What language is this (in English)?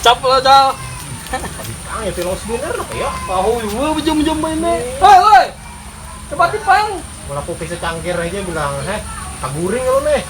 Banjar